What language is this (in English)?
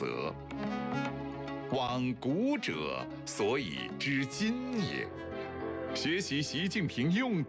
Chinese